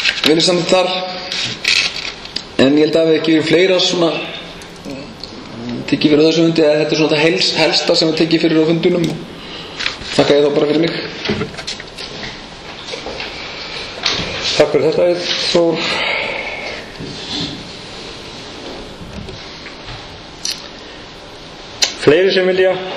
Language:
Icelandic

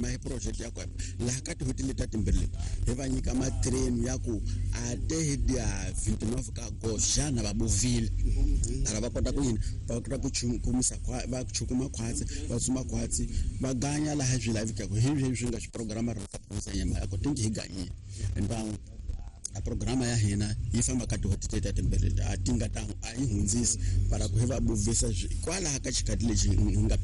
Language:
Tsonga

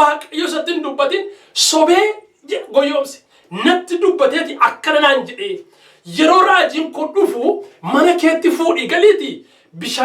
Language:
Oromo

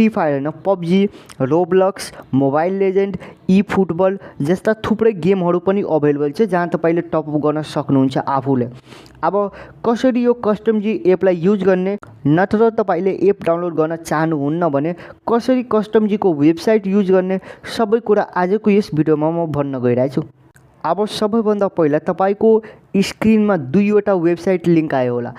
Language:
Nepali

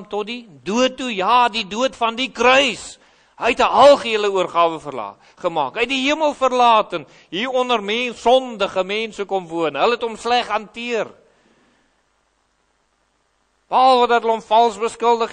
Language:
Afrikaans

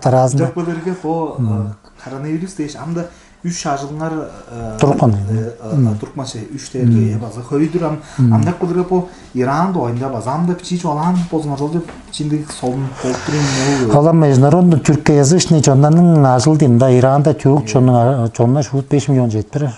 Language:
Tuvinian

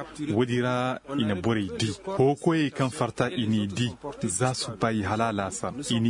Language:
Koyraboro Senni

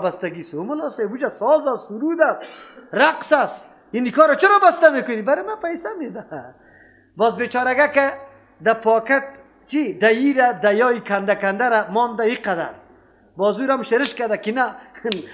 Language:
Persian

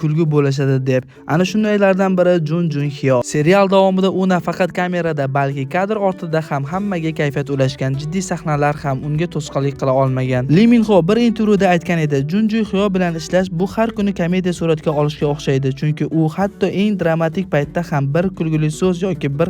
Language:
Uzbek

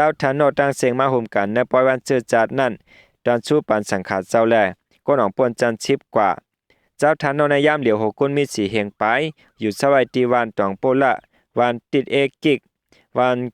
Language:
Shan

